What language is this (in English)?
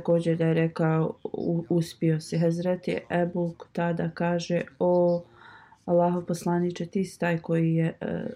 Bosnian